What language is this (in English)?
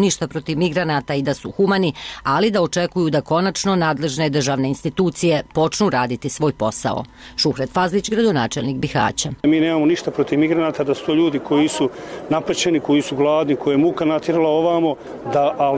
Bosnian